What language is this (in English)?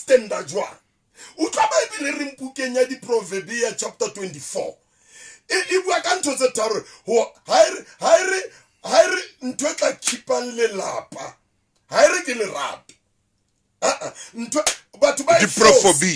Southern Sotho